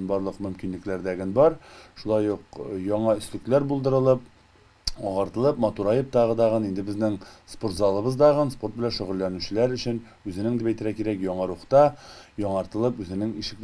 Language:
Tatar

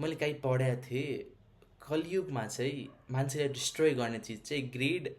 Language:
Nepali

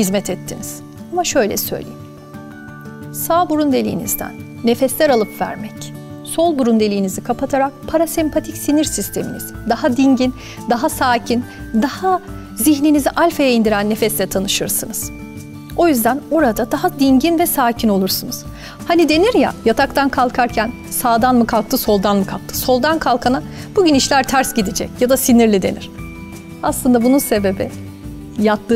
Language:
Turkish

